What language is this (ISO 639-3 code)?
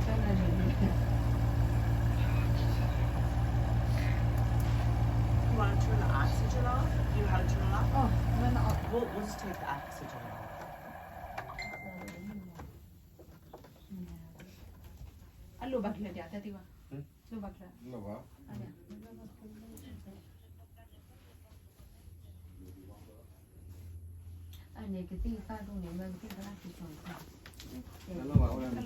ksw